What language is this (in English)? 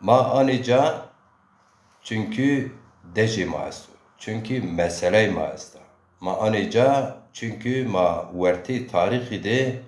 Zaza